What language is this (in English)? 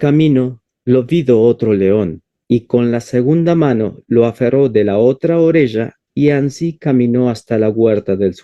Ladino